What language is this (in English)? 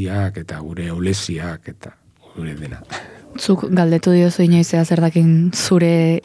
Basque